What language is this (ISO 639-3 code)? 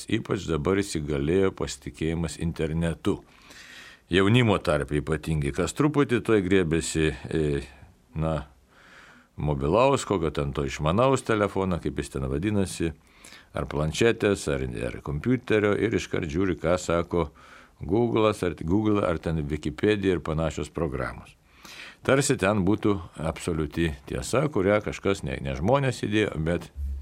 lit